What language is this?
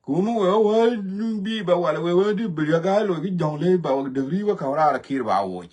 Nuer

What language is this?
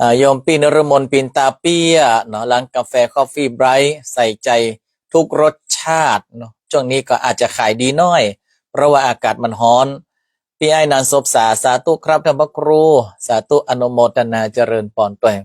Northern Thai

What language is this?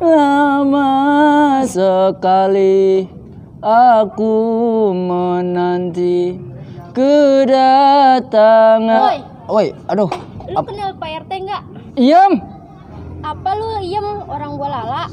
Betawi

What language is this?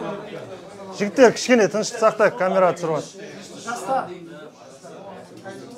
Kazakh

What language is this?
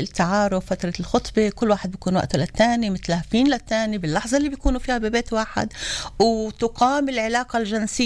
North Levantine Arabic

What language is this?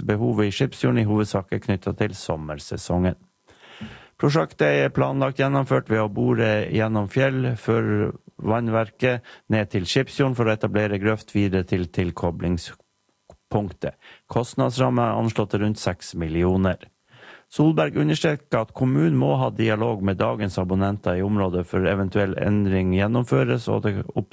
Norwegian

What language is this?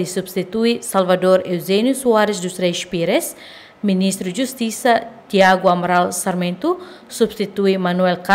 Tetum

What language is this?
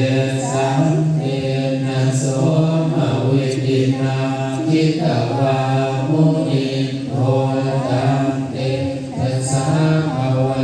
Pali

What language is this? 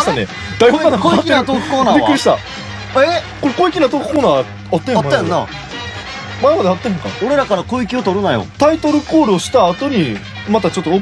Japanese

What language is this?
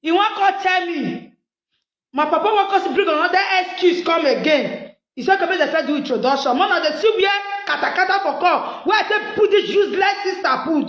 Nigerian Pidgin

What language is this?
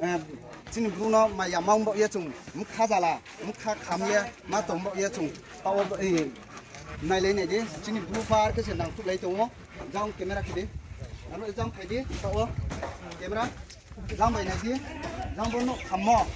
Riang (India)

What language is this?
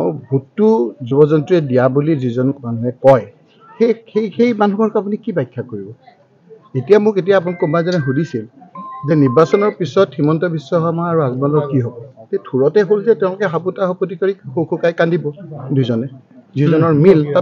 Assamese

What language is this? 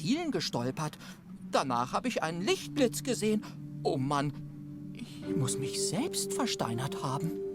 Swiss German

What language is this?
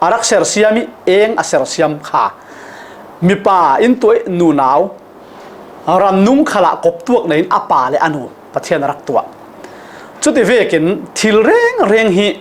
Falam Chin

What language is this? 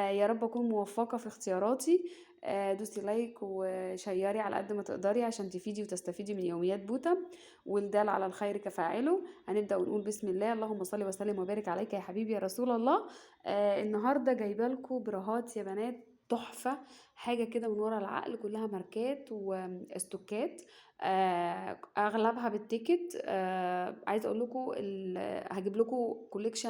Egyptian Arabic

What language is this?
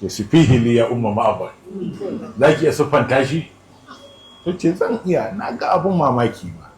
Hausa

